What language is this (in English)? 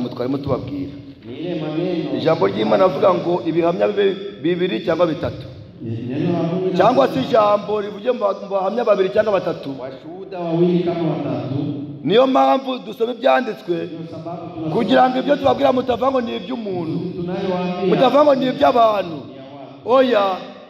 Kinyarwanda